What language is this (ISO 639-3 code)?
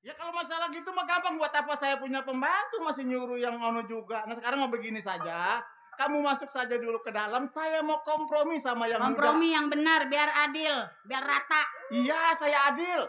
bew